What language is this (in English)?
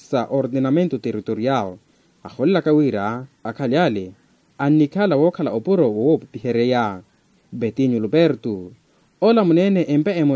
Makhuwa